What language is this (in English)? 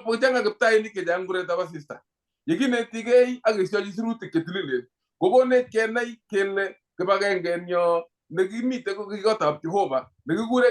Kalenjin